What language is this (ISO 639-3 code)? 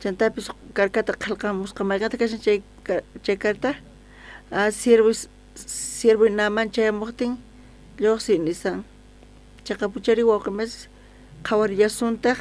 quh